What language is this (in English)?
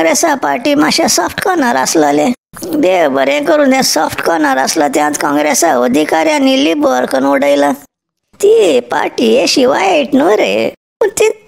Konkani